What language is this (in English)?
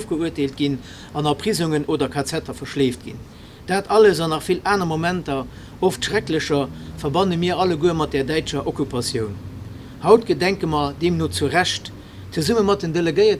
Luxembourgish